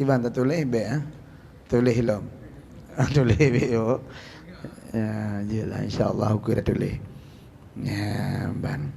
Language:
Achinese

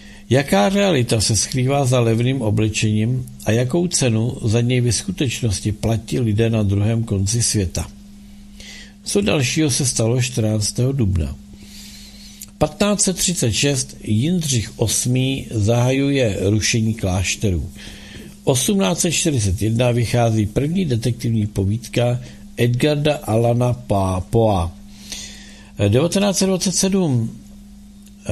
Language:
Czech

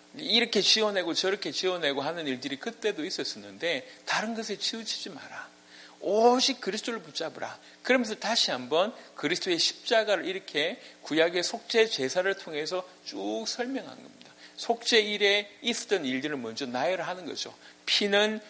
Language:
Korean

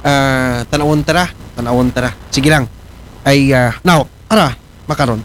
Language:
Aklanon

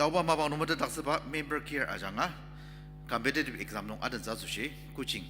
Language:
Ao Naga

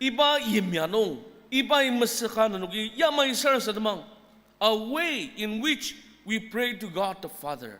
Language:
Ao Naga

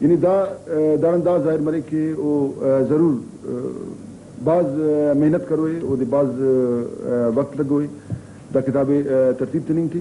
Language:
Brahui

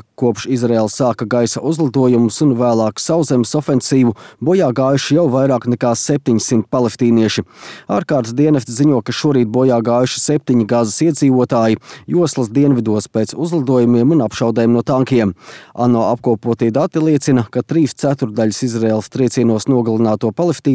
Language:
Latvian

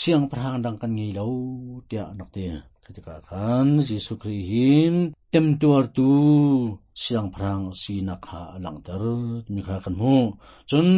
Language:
Hakha Chin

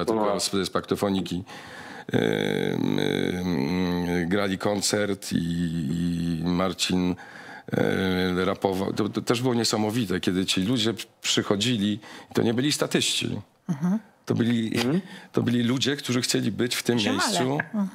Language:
Polish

